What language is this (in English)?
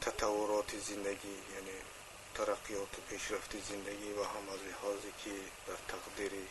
Tajik